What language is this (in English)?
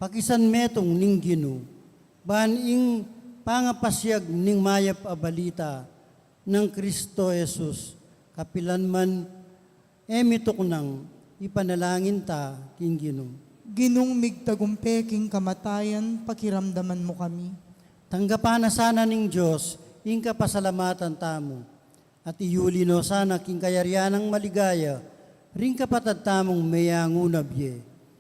Pampanga